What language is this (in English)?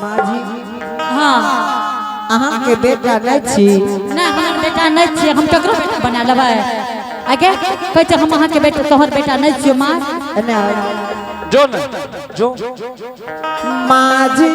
Angika